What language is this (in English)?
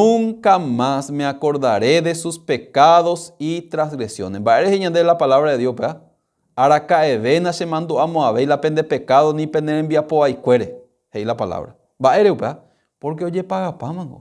Guarani